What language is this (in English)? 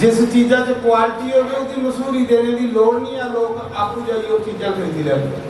Dogri